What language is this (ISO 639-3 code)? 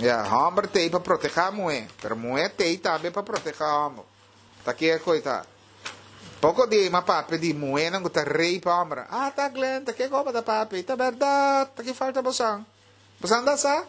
pap